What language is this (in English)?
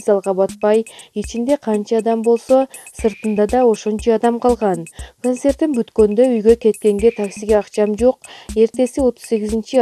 Kyrgyz